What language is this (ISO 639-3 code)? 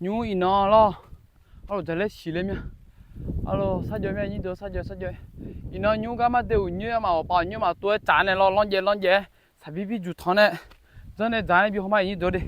ahk